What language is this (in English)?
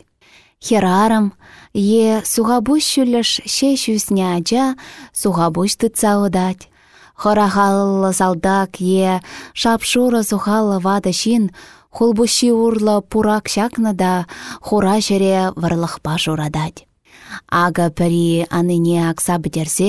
Chuvash